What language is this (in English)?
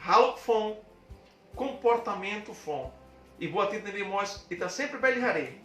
Tetum